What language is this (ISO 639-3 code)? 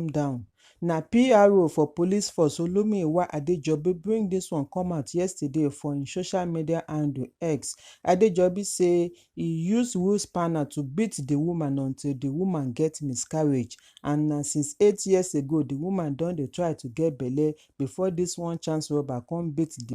pcm